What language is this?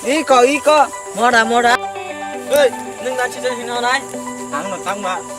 Kok Borok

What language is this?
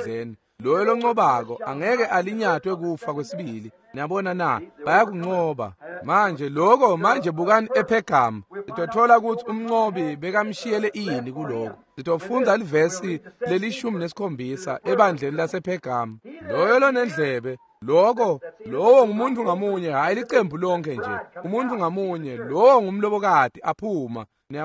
Swati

